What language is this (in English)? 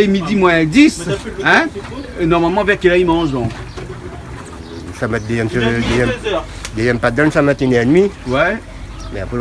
Réunion Creole French